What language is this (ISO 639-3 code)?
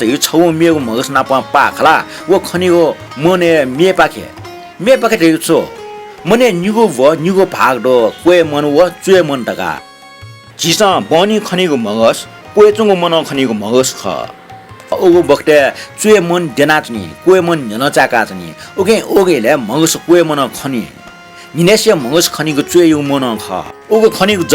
new